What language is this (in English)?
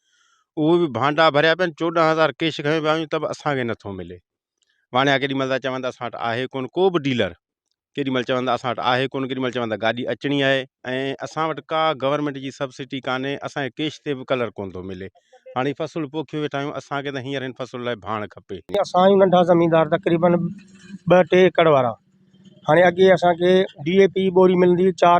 Sindhi